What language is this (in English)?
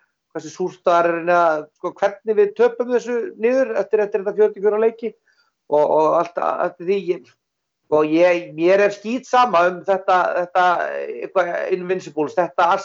Icelandic